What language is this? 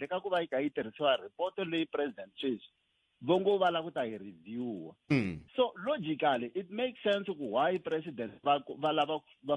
Tsonga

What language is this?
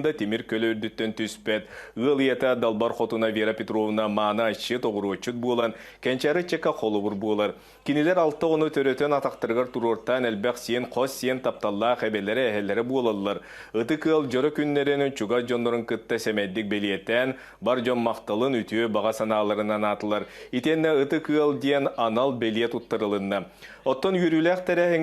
Yakut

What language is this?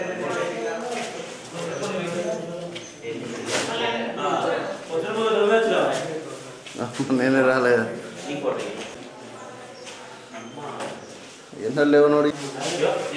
Telugu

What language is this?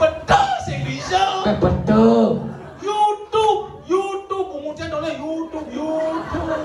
Balinese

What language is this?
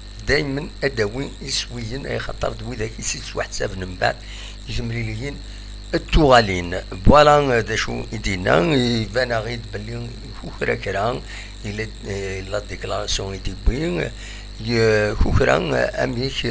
Kabyle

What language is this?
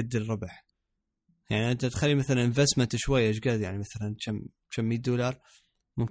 Mesopotamian Arabic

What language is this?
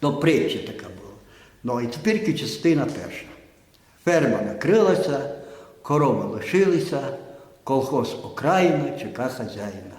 Rusyn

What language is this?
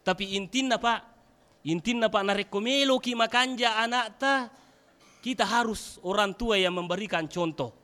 Buginese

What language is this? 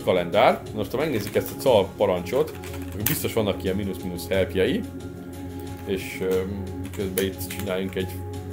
Hungarian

